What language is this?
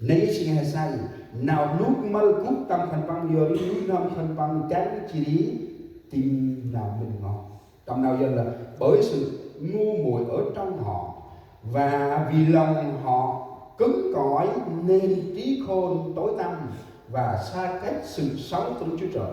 Central Mnong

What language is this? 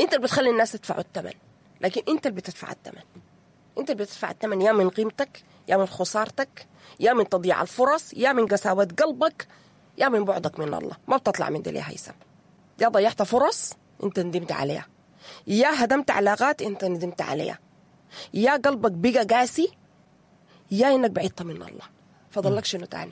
Sudanese Arabic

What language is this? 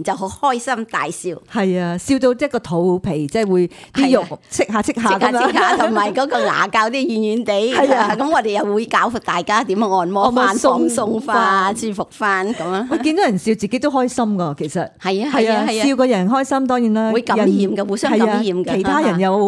Cantonese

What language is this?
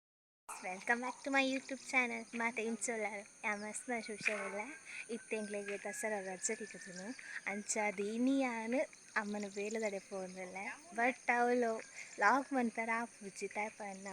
Tulu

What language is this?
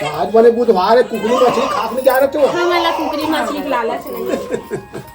Chhattisgarhi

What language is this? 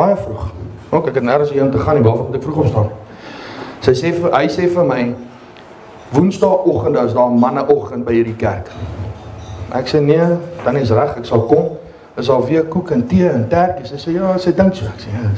Afrikaans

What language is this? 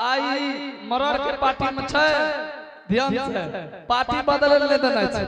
Angika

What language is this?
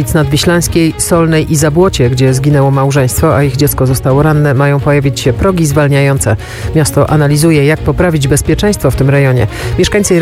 Polish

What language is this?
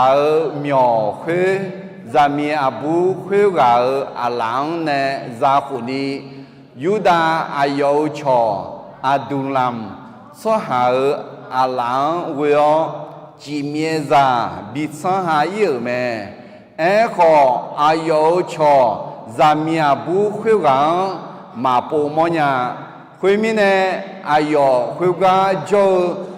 Akha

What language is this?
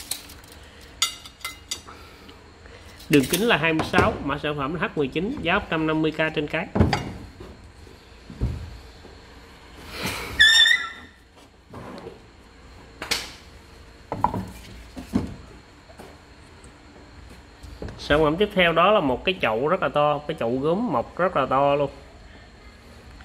Vietnamese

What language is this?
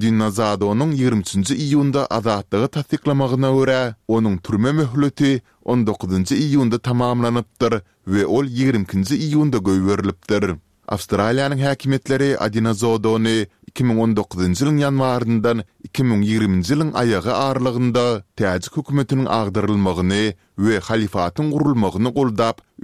Turkmen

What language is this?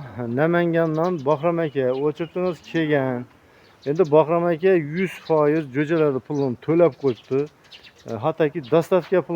Uzbek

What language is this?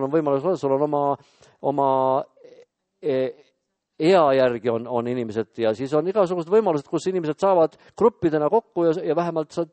Estonian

